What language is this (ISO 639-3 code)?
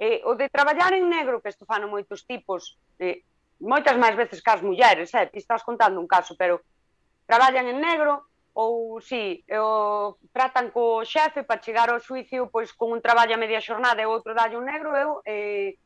glg